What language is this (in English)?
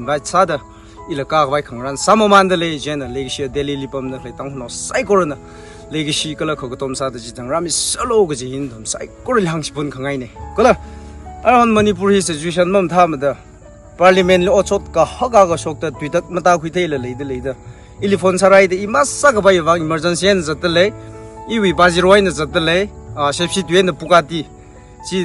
Tangkhul Naga (India)